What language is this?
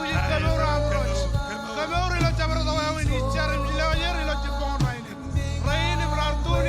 Marshallese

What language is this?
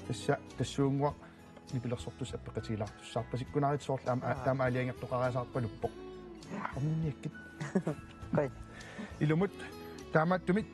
Kalaallisut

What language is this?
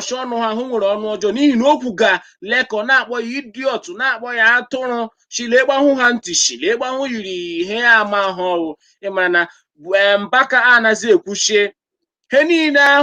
Igbo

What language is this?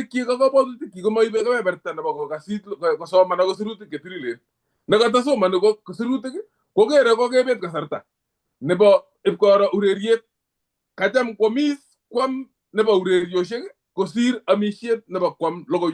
Kalenjin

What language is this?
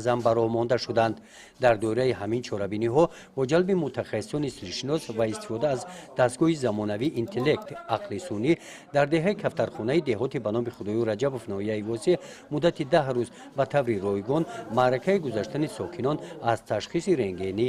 Tajik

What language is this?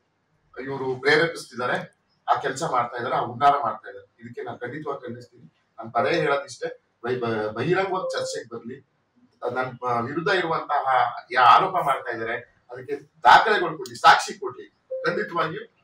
Kannada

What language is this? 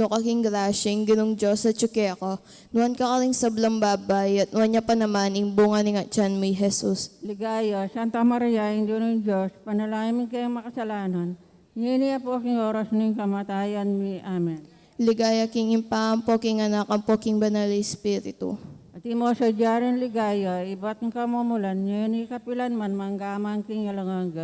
Pampanga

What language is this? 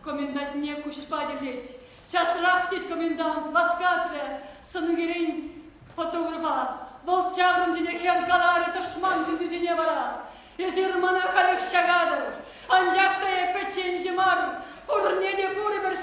Chuvash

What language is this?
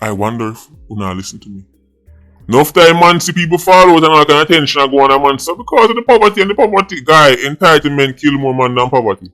Jamaican Creole English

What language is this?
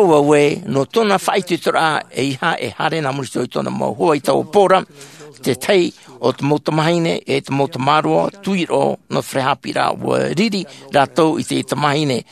Tahitian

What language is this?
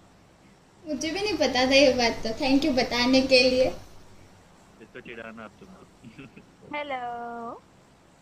Hindi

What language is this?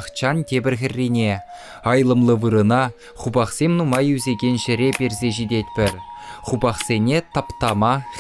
Chuvash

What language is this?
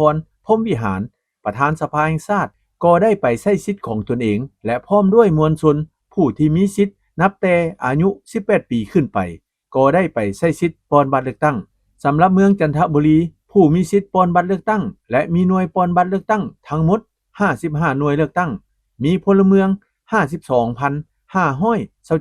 Lao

